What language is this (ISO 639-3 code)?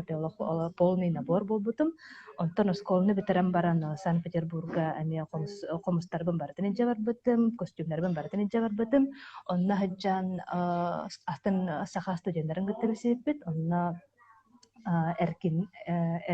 sah